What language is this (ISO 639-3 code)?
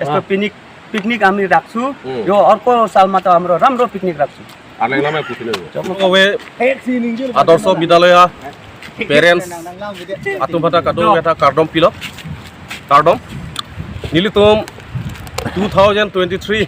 mjw